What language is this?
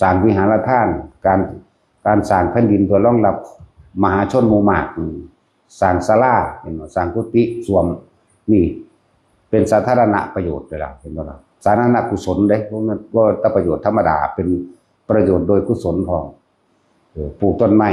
Northeastern Thai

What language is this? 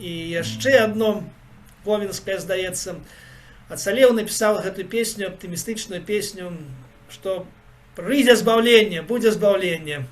Belarusian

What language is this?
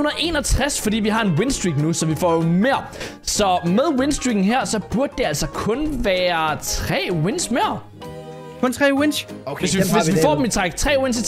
Danish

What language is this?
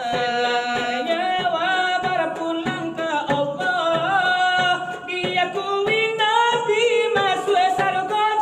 Minangkabau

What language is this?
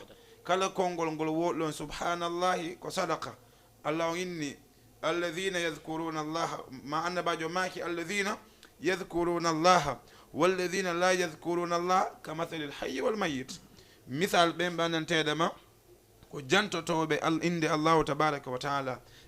Fula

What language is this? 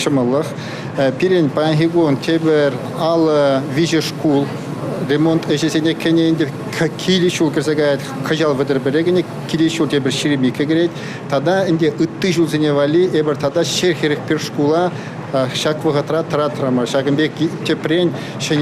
Chuvash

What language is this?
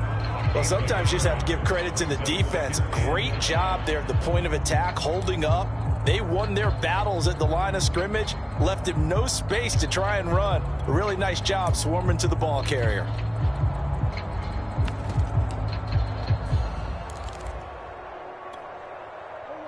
English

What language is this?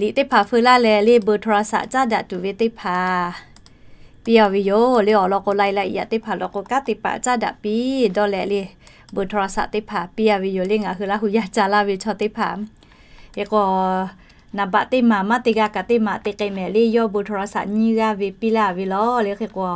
Lahu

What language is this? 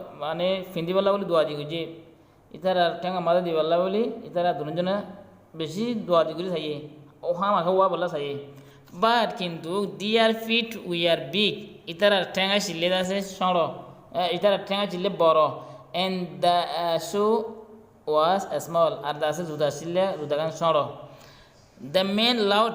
Rohingya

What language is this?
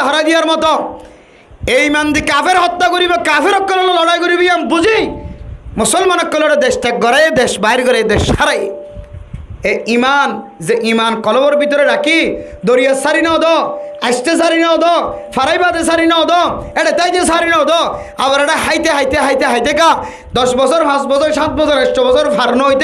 Rohingya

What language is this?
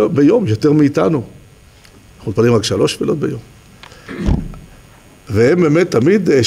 Hebrew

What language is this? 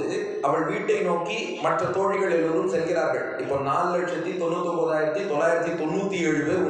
Tamil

